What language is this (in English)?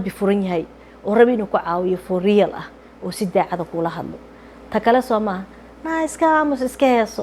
Somali